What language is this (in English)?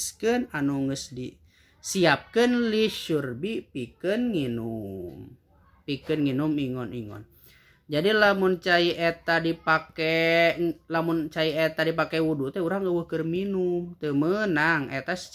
Sundanese